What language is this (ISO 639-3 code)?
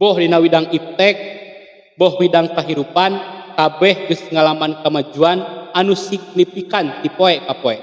sun